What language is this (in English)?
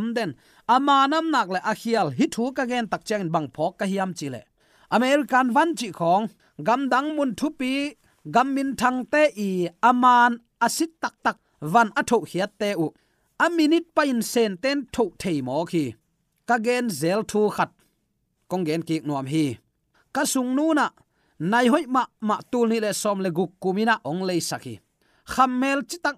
Tedim Chin